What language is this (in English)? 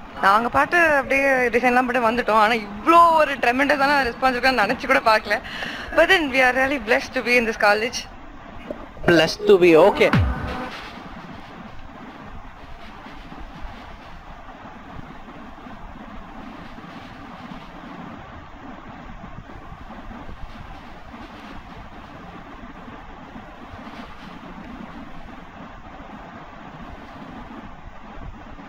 Tamil